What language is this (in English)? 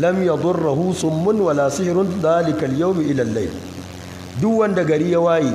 Hausa